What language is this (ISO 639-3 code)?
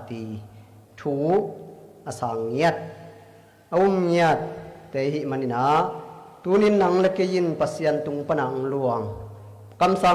ctd